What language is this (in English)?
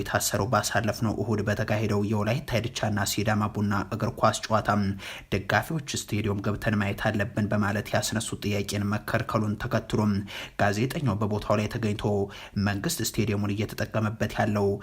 Amharic